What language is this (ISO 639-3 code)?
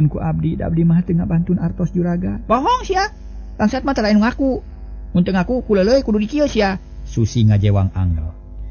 sun